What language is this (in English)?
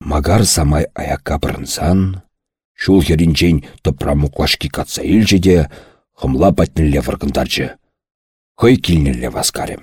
Chuvash